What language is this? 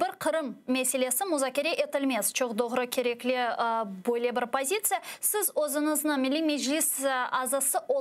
Crimean Tatar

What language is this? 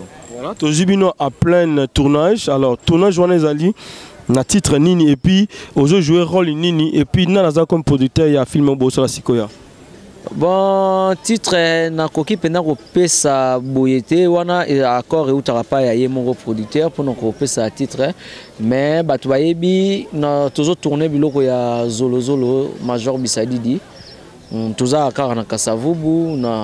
Lingala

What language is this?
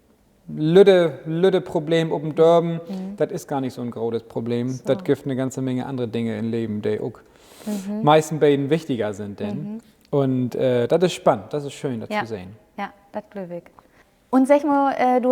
Low German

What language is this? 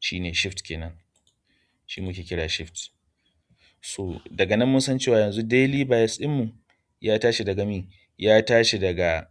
Hausa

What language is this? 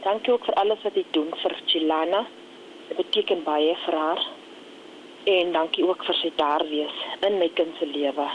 Afrikaans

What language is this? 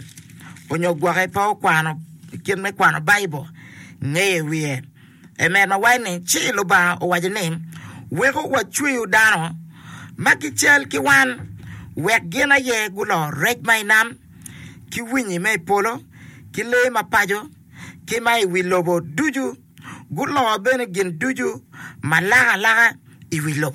Acoli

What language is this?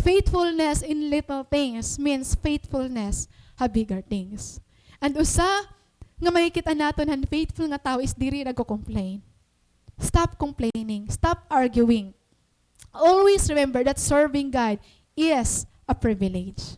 Waray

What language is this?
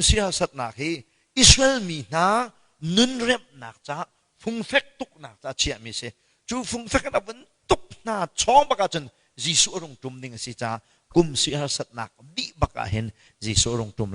Hakha Chin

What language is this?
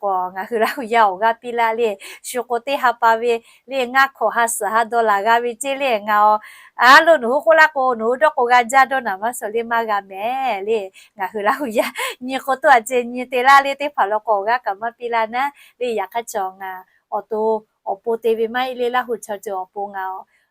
Lahu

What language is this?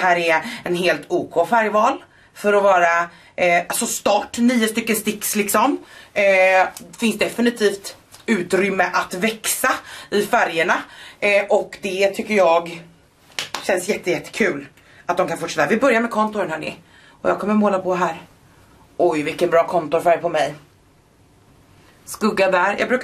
Swedish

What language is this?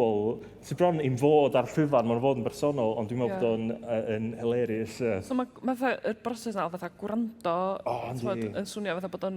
Welsh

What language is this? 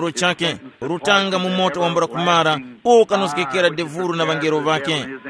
Tumbuka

